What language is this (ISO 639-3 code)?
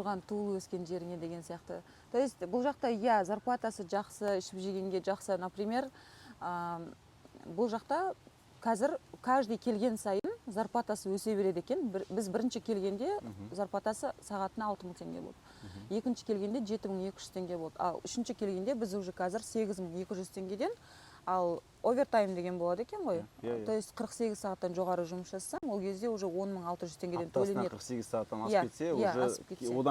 kaz